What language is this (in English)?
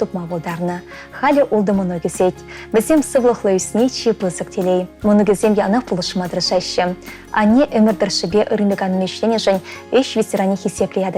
Chuvash